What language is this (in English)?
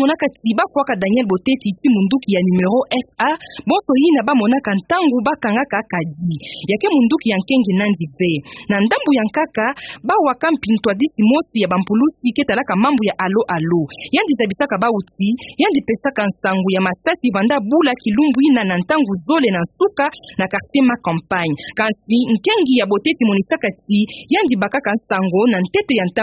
Kituba (Democratic Republic of Congo)